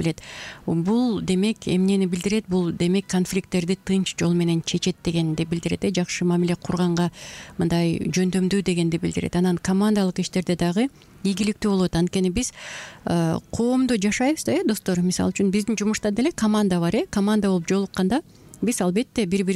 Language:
Kyrgyz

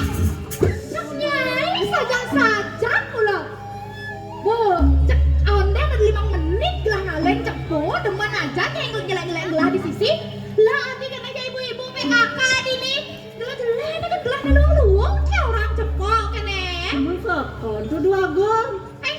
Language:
Balinese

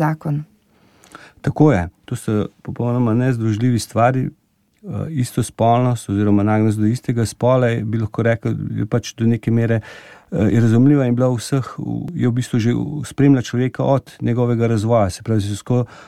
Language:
Slovenian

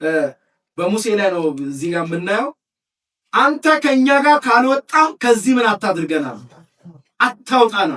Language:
Amharic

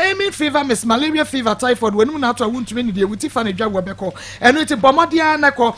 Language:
Akan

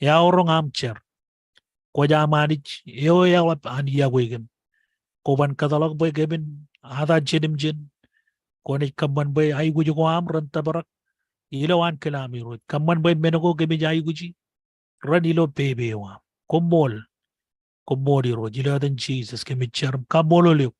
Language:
Marshallese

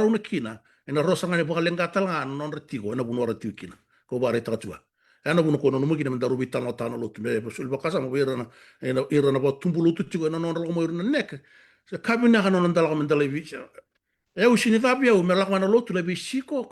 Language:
Fijian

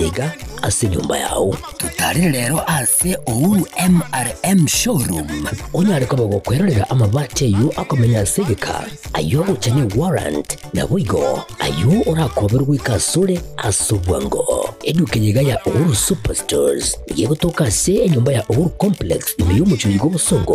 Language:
Gusii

